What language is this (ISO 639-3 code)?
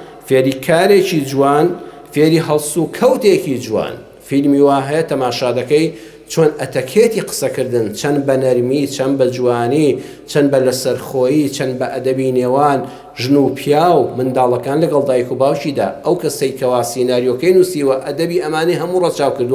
ckb